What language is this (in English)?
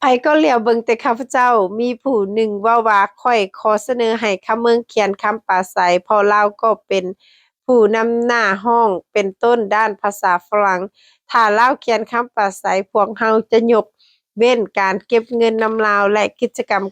Lao